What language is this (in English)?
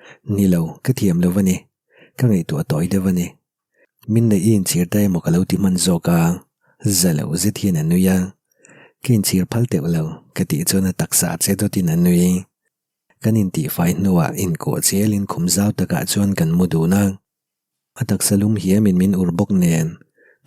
Mizo